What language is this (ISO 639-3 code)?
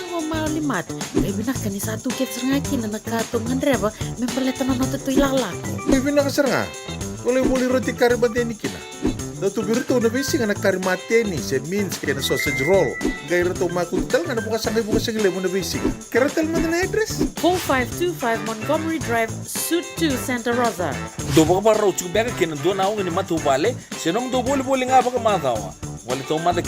fij